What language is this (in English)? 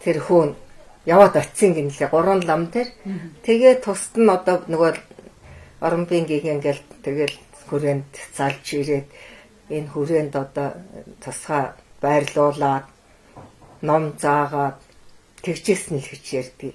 Mongolian